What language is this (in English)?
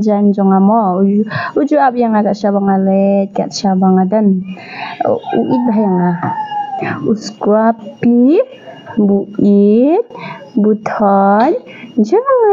Khasi